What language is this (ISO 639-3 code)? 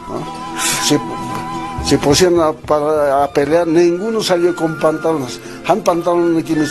aym